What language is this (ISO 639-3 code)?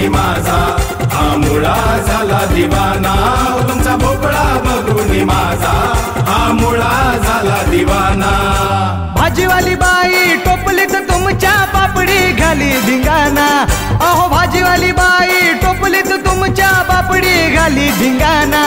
mar